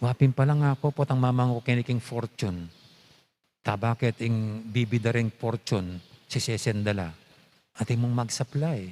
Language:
Pampanga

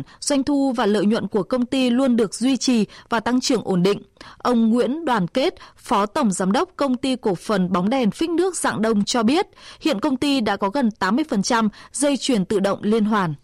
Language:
Vietnamese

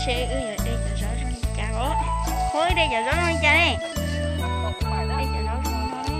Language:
Hmong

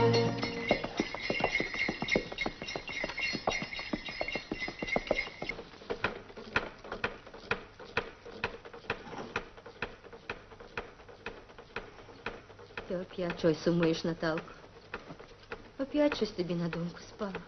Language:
Ukrainian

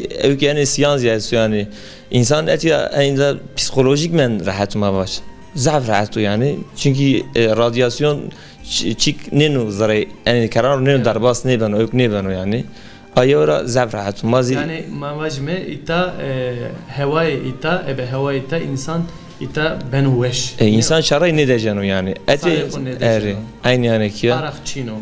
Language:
Zaza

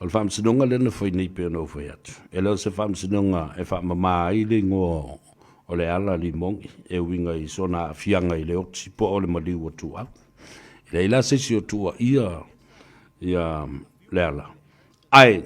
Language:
Samoan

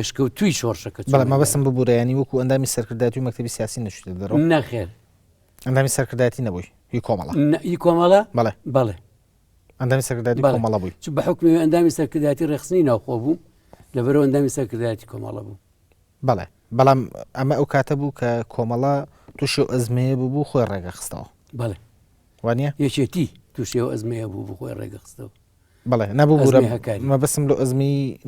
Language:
Central Kurdish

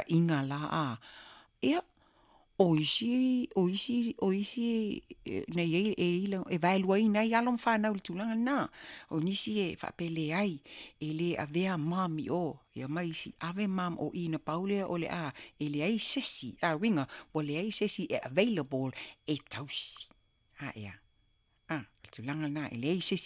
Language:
Samoan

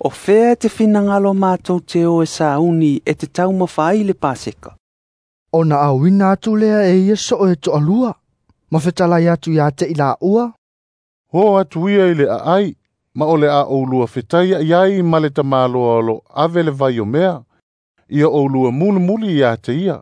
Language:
Samoan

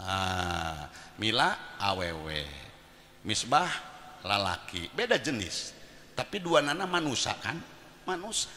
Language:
Sundanese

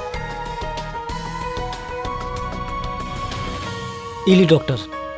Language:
Bhojpuri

